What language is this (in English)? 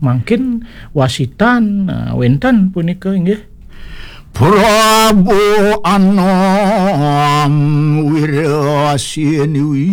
Balinese